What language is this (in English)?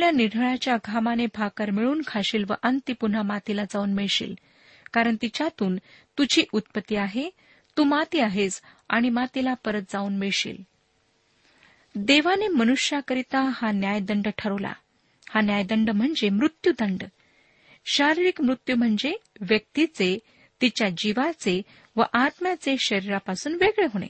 Marathi